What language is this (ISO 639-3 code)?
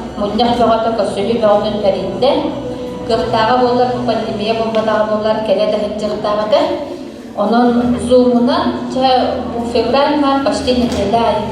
sah